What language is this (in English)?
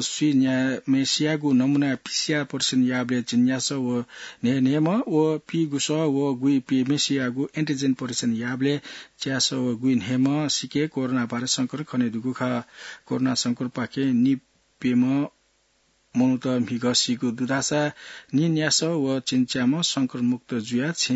Newari